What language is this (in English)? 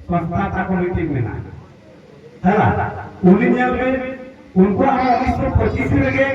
Santali